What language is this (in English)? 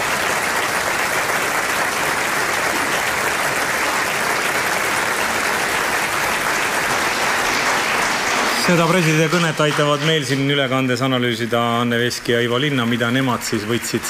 Estonian